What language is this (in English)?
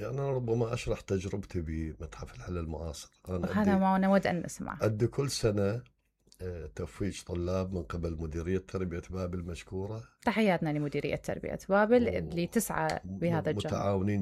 Mesopotamian Arabic